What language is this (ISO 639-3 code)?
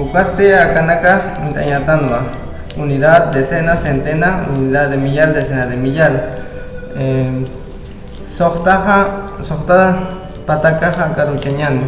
aym